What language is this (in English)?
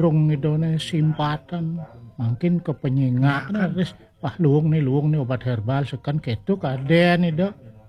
Balinese